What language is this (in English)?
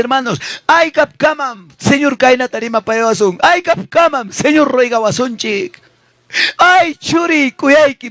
Ayacucho Quechua